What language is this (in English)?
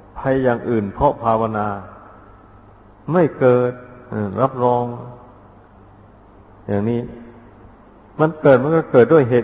Thai